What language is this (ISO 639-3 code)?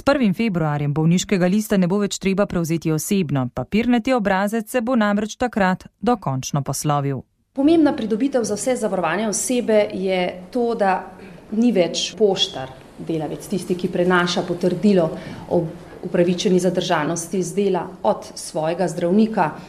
slv